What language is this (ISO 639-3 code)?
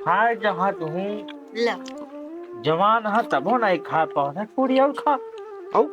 awa